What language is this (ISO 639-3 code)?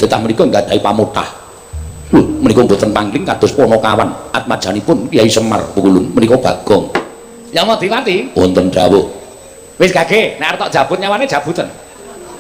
jav